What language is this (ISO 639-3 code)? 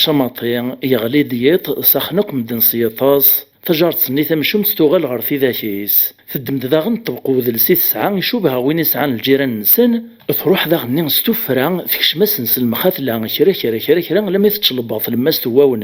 kab